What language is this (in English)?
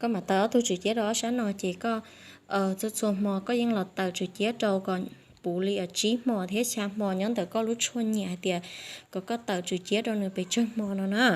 Hmong